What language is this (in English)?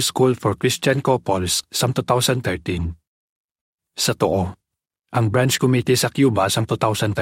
Hiligaynon